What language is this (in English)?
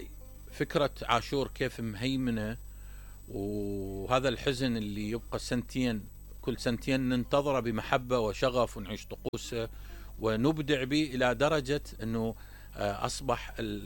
Mesopotamian Arabic